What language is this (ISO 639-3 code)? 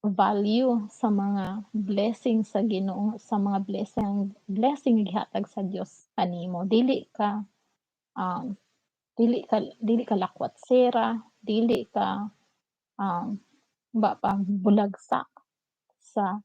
ceb